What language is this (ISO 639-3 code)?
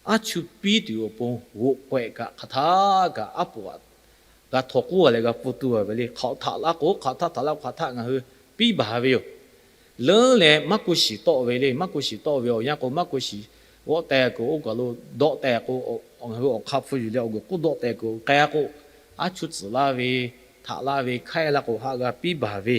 lhu